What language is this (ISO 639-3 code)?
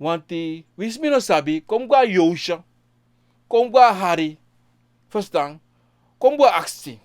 srn